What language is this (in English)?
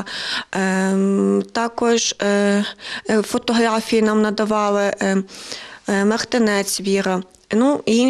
Ukrainian